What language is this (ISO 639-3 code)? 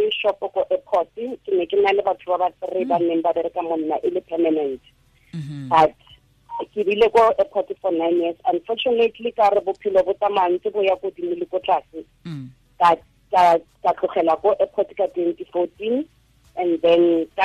tsn